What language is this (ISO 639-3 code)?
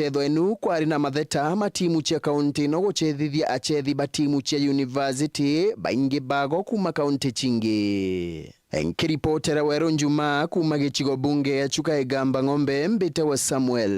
mer